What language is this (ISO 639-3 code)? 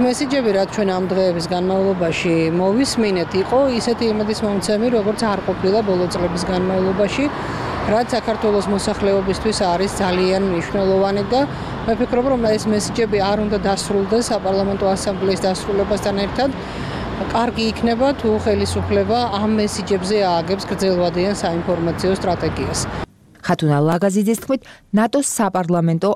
kat